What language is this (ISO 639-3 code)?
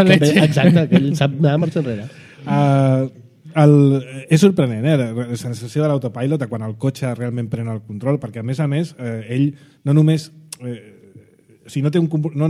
cat